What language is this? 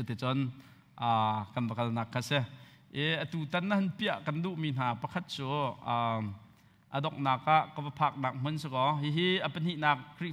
Hakha Chin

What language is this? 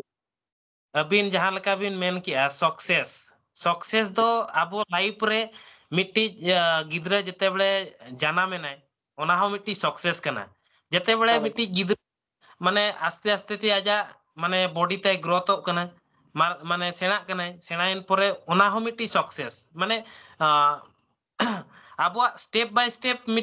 Santali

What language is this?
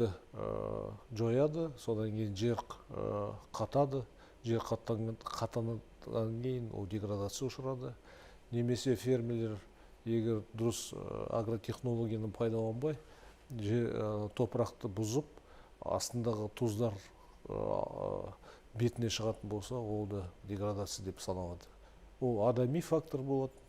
Kazakh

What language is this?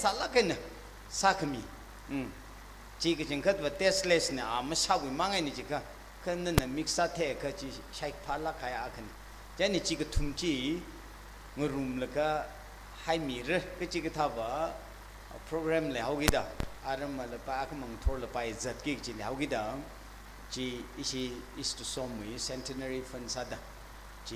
Tangkhul Naga (India)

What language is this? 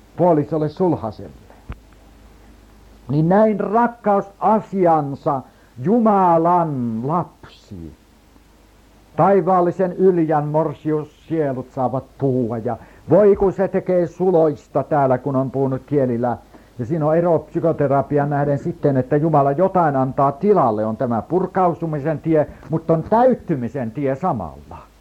Finnish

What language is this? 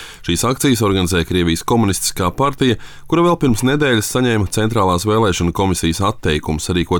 Latvian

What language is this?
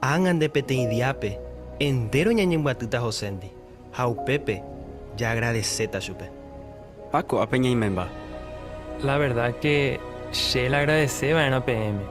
Guarani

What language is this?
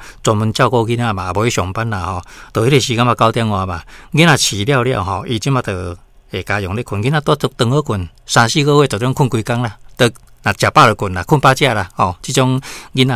Min Nan Chinese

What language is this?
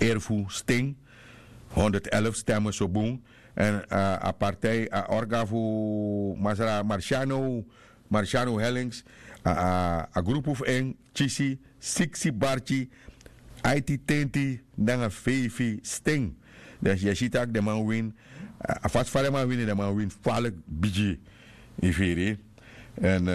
Sranan Tongo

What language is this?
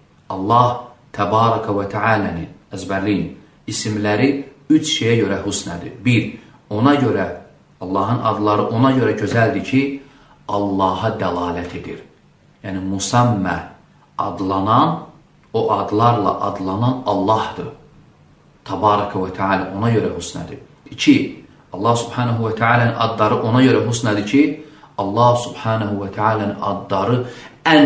Azerbaijani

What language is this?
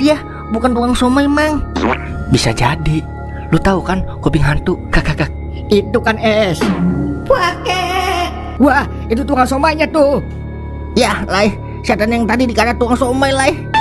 Betawi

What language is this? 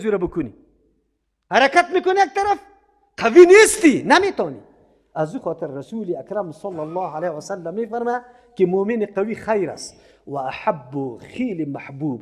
Persian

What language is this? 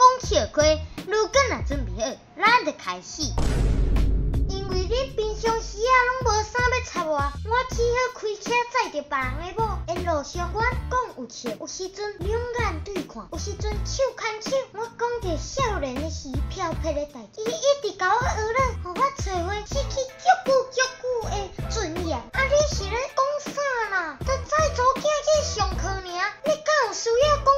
Min Nan Chinese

